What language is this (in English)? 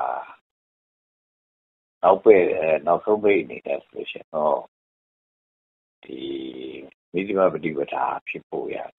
Burmese